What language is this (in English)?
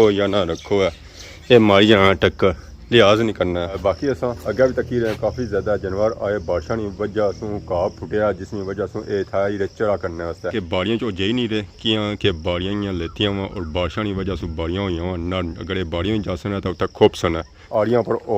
Pahari-Potwari